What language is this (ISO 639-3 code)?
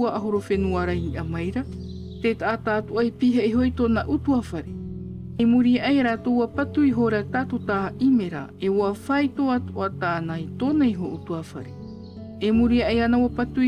tah